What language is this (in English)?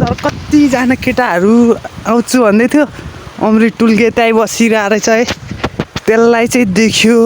Nepali